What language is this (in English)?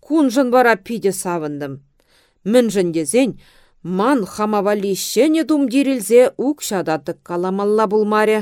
Chuvash